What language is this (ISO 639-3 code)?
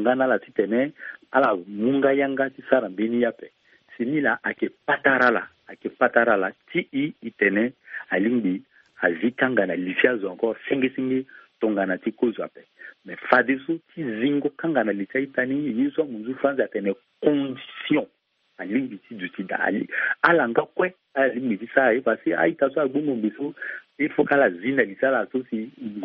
sag